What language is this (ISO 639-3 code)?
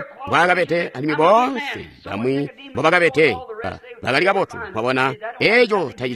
toi